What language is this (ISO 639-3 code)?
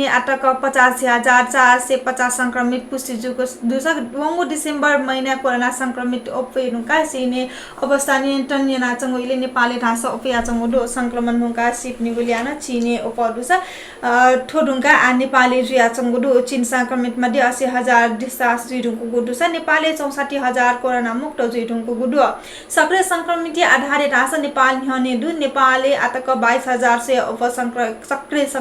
new